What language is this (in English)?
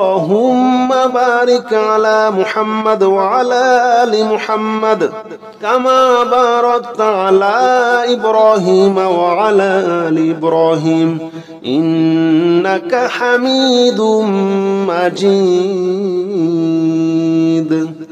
Arabic